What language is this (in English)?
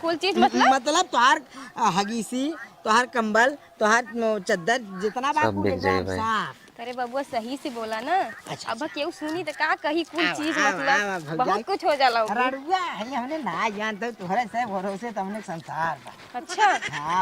Bhojpuri